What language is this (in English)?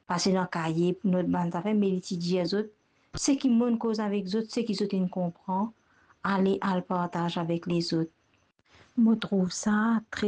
Morisyen